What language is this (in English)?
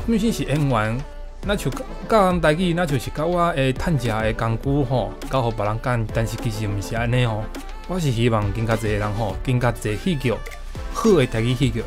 Min Nan Chinese